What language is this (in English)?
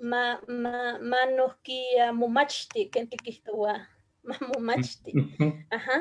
Eastern Huasteca Nahuatl